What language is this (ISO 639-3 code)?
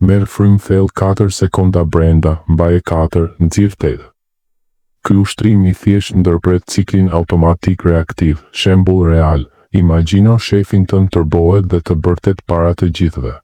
sqi